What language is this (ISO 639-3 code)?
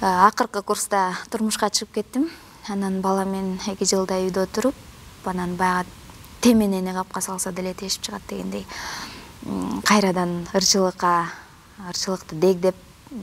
kir